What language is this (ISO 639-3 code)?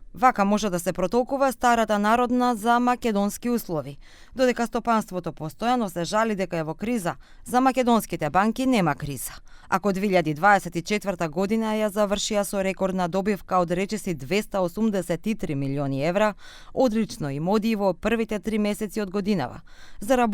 mkd